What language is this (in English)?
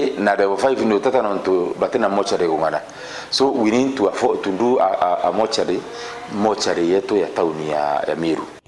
Meru